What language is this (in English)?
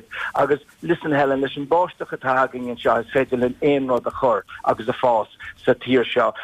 Irish